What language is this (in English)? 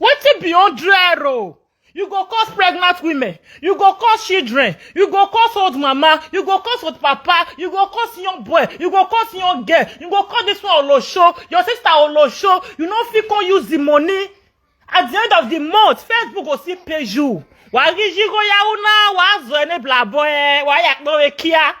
Nigerian Pidgin